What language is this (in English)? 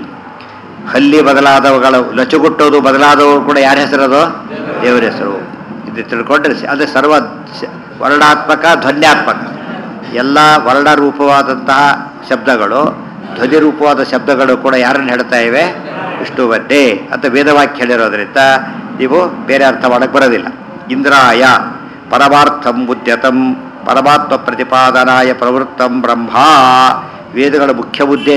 Kannada